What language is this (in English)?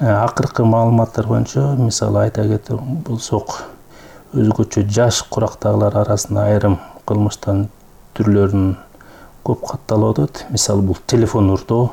Kyrgyz